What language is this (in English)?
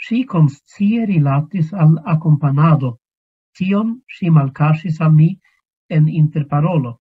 Esperanto